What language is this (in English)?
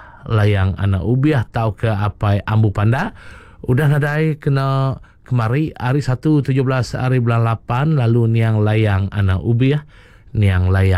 Iban